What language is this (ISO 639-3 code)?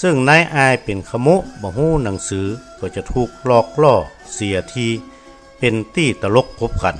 nod